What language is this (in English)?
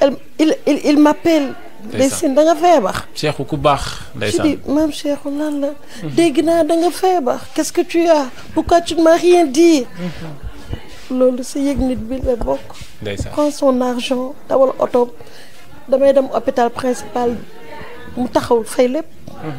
Wolof